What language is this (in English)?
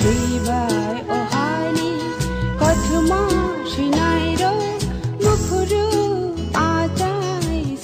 Kok Borok